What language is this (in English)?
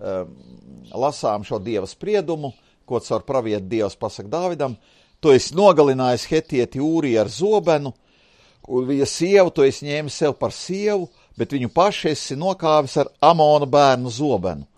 Latvian